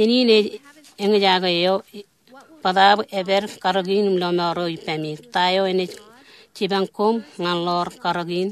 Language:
Marshallese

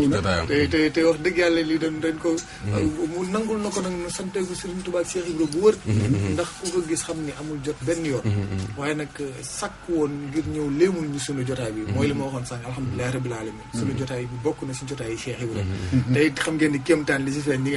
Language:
Wolof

